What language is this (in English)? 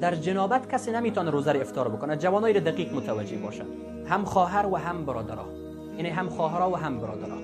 Persian